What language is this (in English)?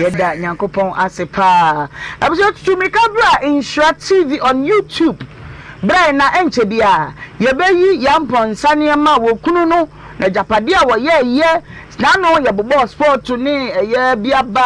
Akan